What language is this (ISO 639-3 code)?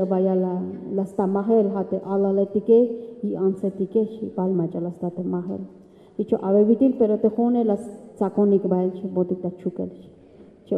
tzh